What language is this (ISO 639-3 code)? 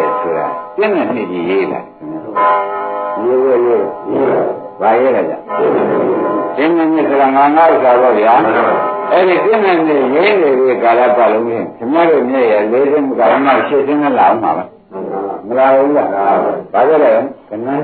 mya